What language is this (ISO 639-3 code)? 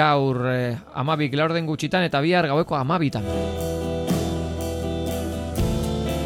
eus